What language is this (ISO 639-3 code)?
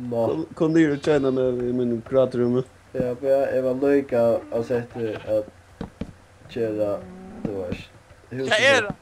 fao